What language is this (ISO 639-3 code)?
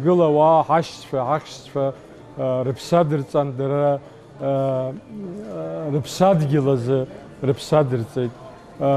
abk